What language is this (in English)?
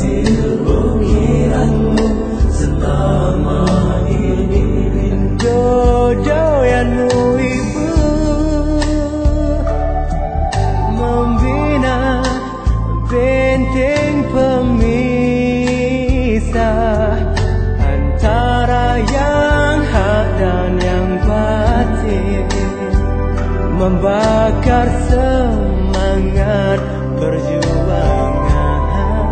Malay